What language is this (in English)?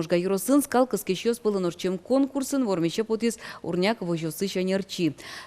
Udmurt